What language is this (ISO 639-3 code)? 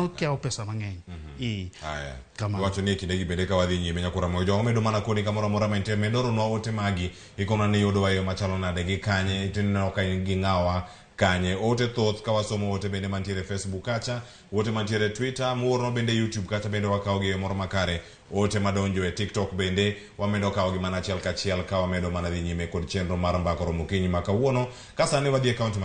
luo